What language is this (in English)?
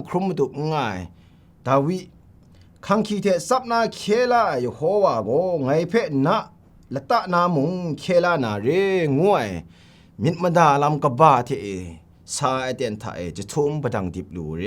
Kachin